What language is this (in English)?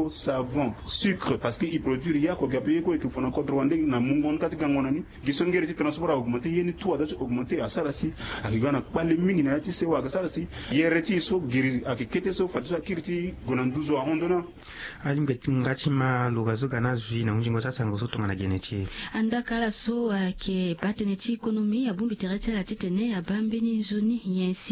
Sango